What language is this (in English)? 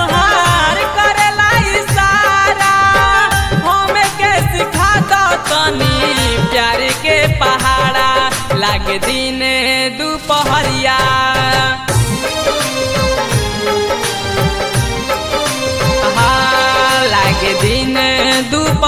Bhojpuri